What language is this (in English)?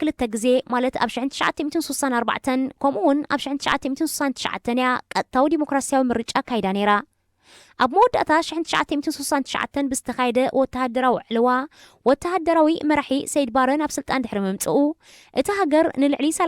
Tigrinya